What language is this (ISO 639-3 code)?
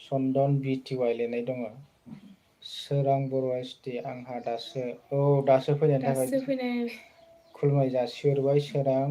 brx